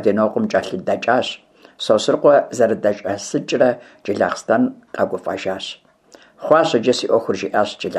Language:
Kabardian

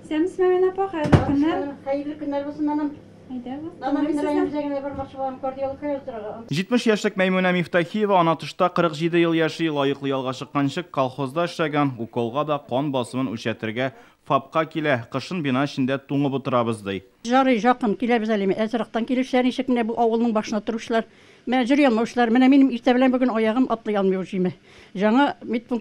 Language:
Tatar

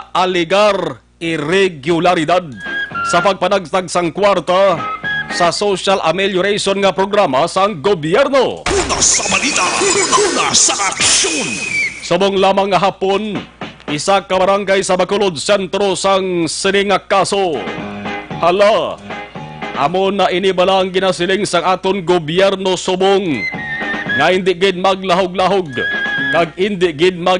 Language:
Hiligaynon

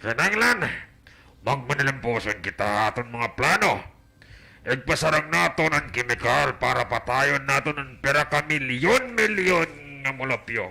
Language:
Waray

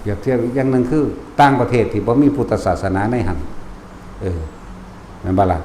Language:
Northeastern Thai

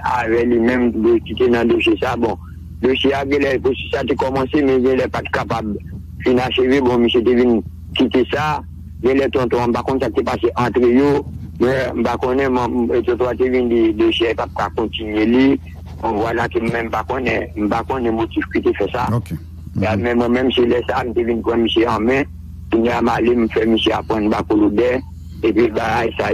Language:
Haitian Creole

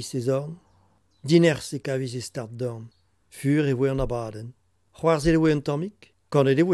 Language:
Breton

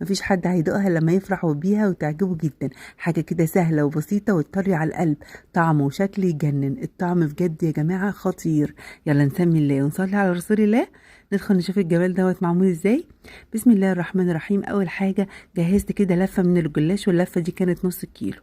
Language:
Egyptian Arabic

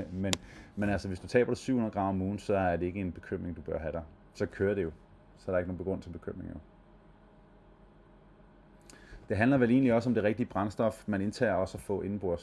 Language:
Danish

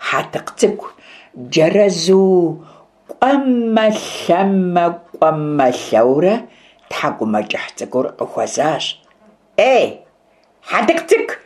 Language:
Kabardian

